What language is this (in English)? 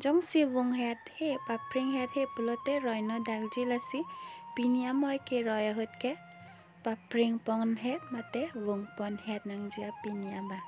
Karbi